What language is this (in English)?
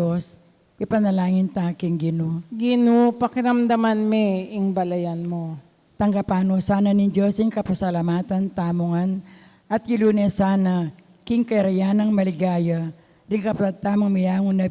Pampanga